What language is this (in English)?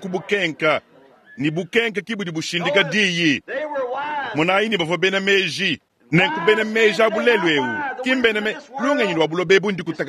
Luba-Lulua